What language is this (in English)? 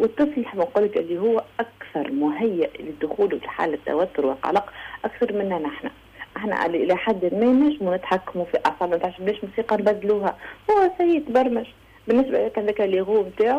Tunisian Arabic